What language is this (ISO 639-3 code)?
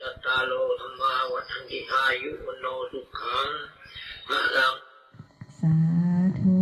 pli